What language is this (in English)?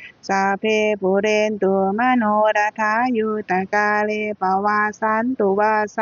Pali